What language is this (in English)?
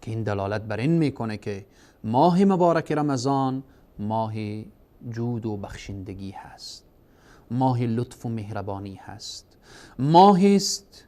Persian